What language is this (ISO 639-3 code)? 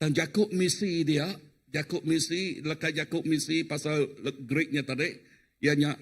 iba